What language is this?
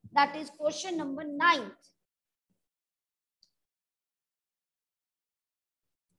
Hindi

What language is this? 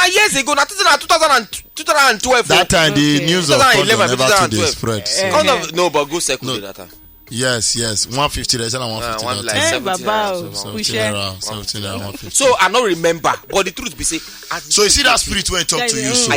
Nigerian Pidgin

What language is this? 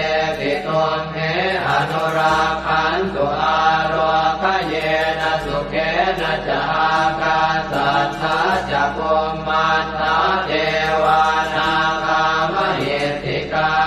Pali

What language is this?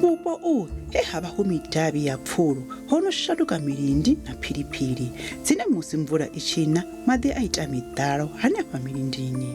Venda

